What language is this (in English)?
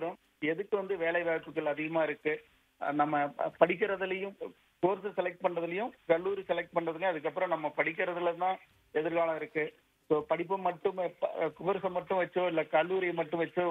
Tamil